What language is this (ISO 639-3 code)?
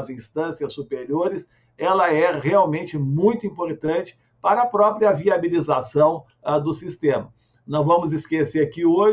por